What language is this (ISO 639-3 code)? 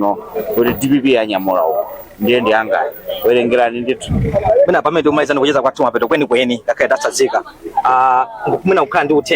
nya